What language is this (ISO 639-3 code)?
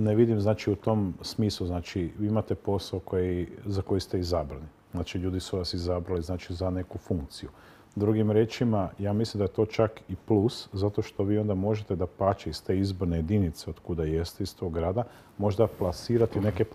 hrv